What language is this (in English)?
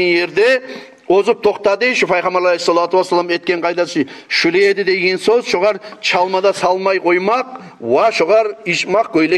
Kumyk